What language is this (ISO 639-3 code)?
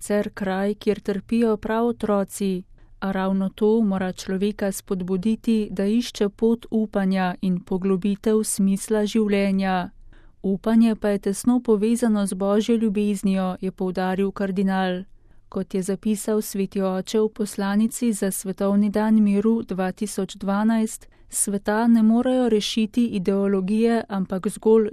slv